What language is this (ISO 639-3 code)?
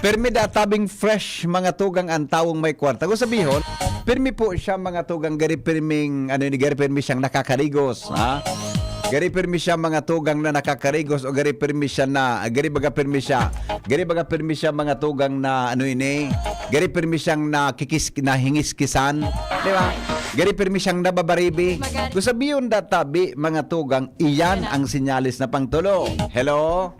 bik